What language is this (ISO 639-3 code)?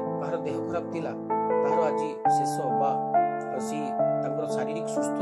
ori